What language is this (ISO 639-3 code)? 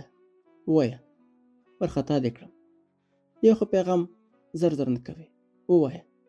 pus